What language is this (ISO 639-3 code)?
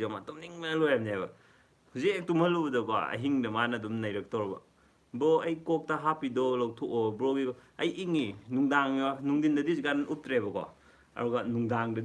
mni